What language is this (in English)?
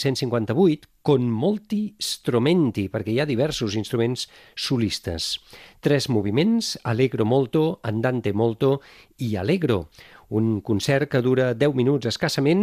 Catalan